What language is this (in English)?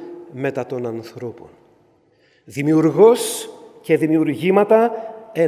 Greek